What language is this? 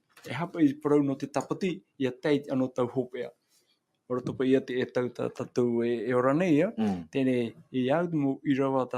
Tahitian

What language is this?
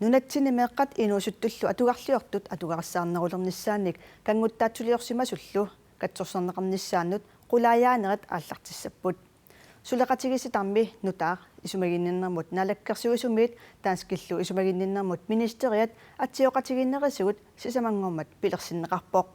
Kalaallisut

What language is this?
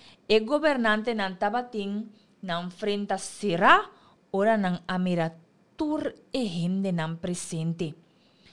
Papiamento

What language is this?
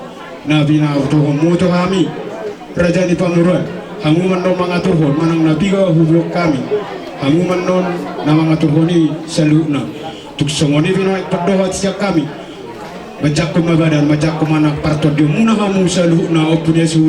Batak Toba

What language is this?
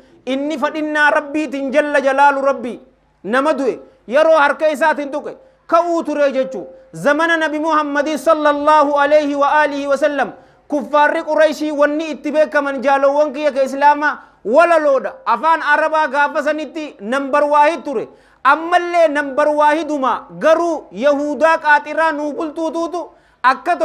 Oromo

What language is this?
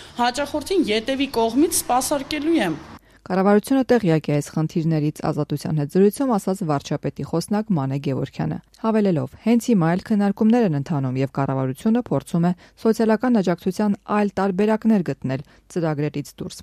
Armenian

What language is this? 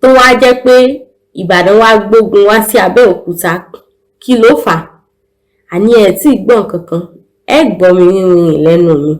Yoruba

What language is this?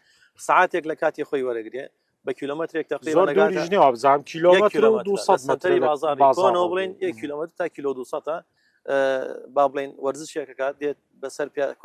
Central Kurdish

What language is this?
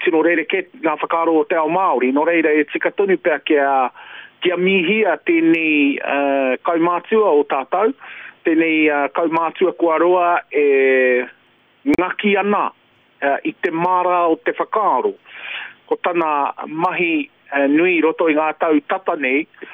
Māori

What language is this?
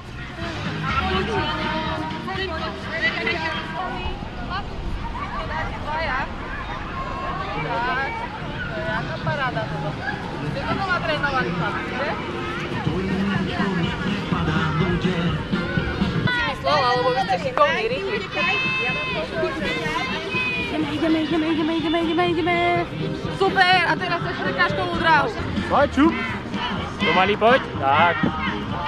Slovak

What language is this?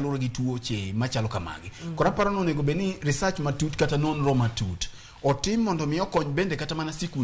Luo (Kenya and Tanzania)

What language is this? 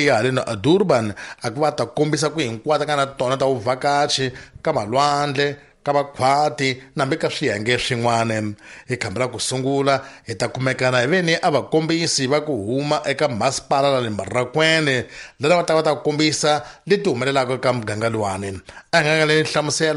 Tsonga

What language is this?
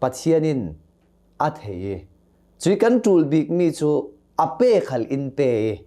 Hakha Chin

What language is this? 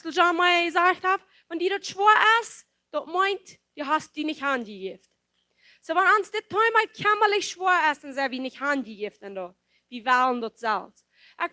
Plautdietsch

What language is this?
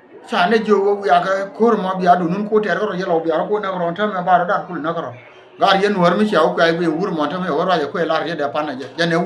Nuer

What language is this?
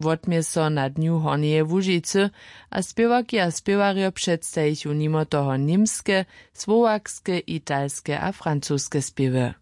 Upper Sorbian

